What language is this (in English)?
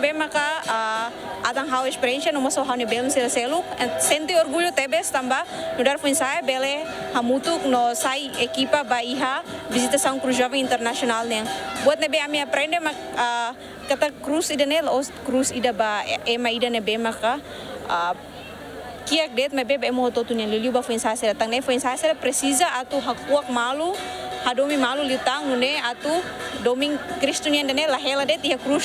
Tetum